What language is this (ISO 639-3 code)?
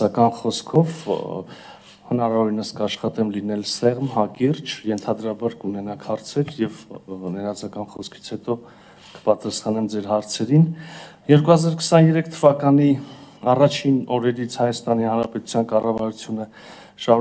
hye